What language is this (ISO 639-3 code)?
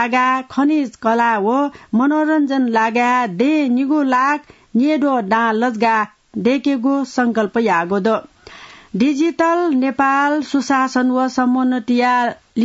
new